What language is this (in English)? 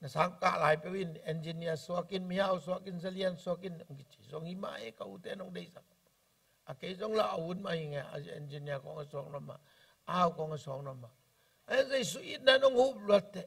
Tedim Chin